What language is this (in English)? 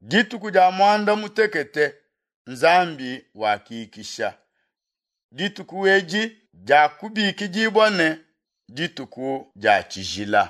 Luba-Lulua